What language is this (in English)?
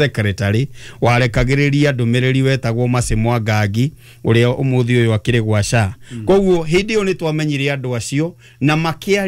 Kikuyu